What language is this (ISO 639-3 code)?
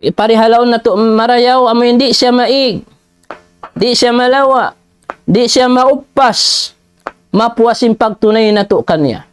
tsg